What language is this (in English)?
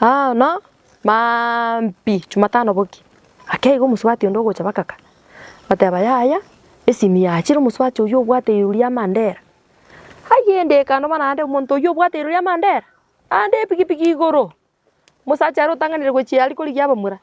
Gusii